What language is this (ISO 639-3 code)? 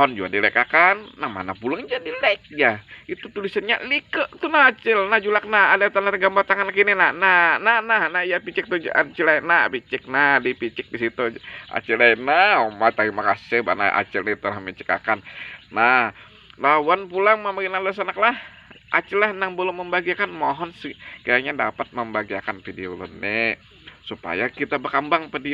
bjn